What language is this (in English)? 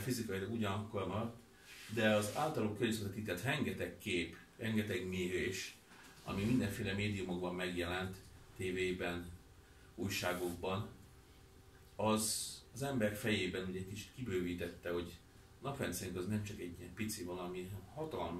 Hungarian